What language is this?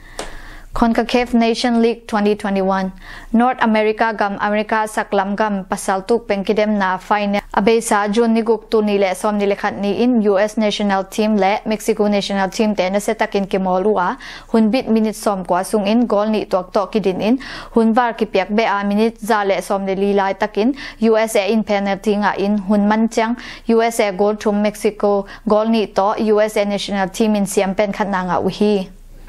Tedim Chin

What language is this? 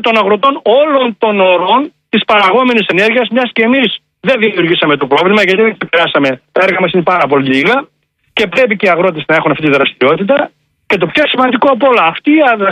Greek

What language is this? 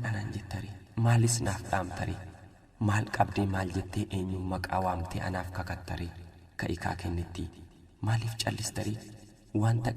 Oromo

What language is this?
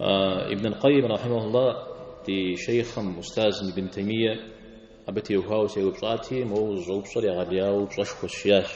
Kabardian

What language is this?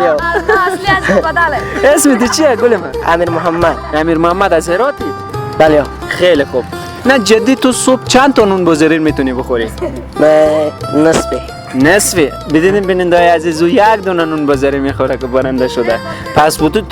Persian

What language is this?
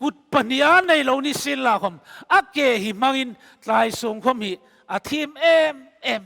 Hmar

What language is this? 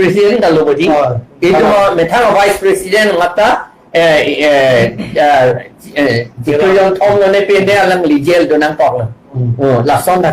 Karbi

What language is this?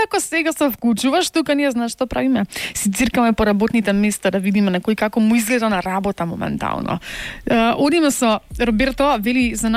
Macedonian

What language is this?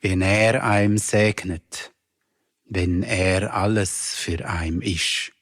Swiss German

